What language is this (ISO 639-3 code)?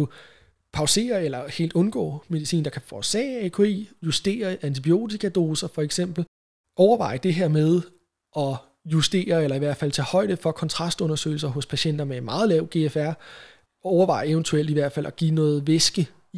dan